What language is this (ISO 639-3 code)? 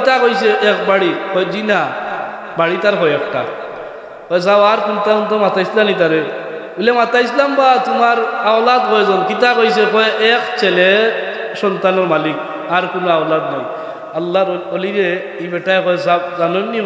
syl